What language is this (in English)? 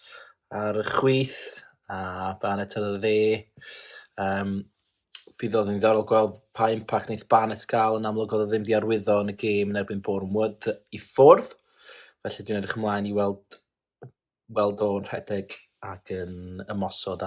Welsh